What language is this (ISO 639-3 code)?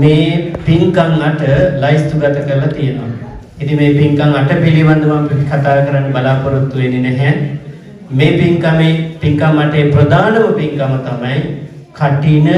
sin